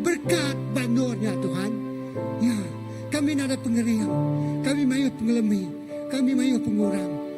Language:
Iban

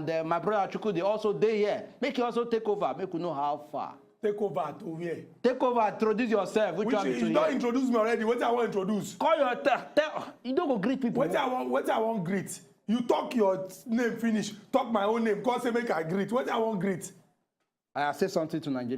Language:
Nigerian Pidgin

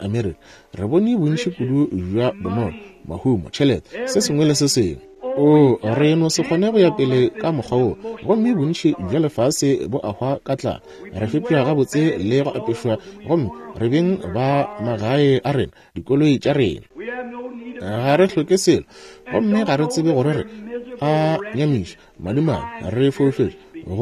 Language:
Northern Sotho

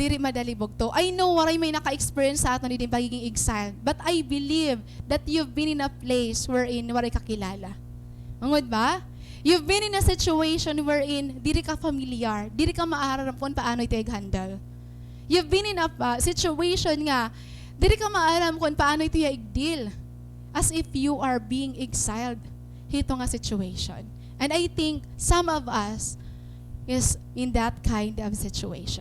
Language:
Waray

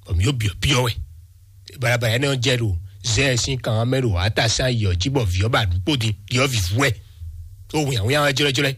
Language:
Fon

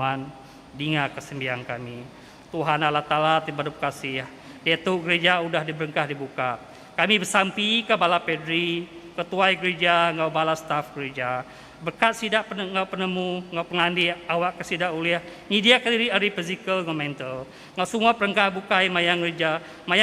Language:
Iban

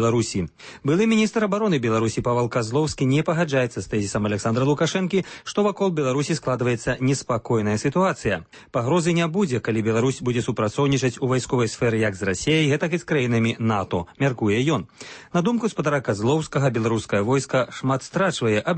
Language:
Belarusian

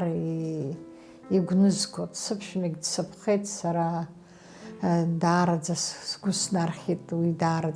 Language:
Abkhazian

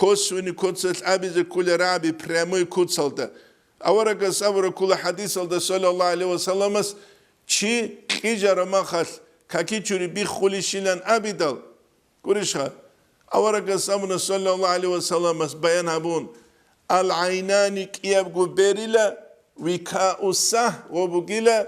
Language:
Avaric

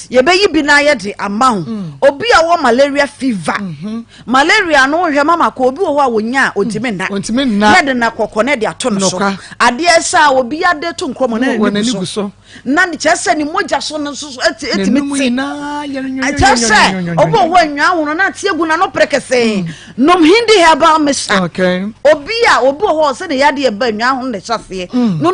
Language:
Akan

